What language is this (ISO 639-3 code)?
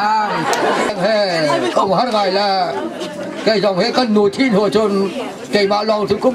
cnh